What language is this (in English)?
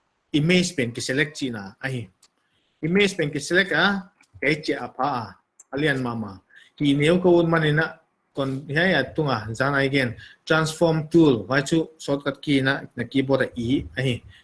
Paite Chin